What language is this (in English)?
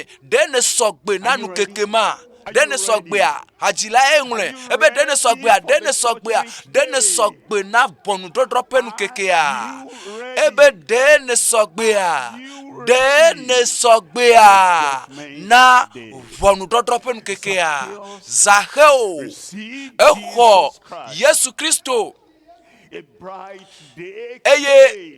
Ewe